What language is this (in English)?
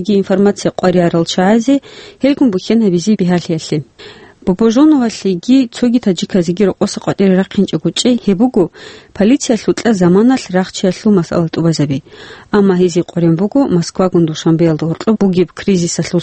Avaric